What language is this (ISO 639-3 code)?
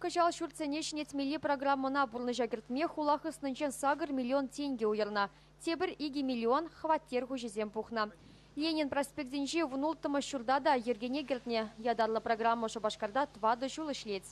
chv